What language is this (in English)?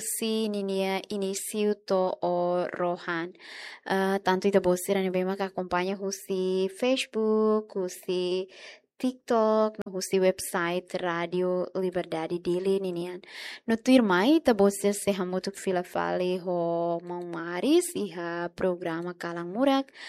Tetum